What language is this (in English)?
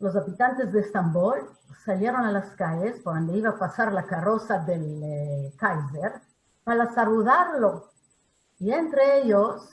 Ladino